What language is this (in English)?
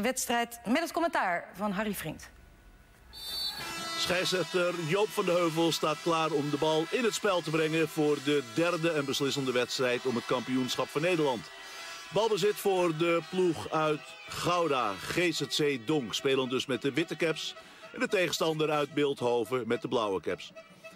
Dutch